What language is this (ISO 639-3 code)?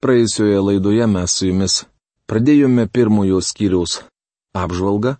lit